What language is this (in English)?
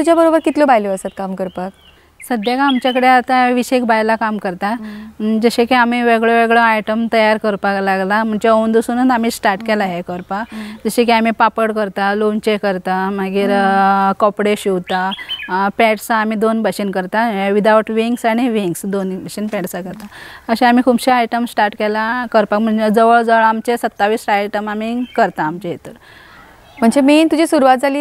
Konkani